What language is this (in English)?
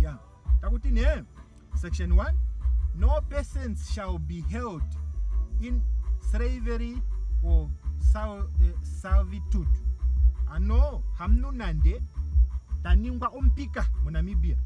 Ndonga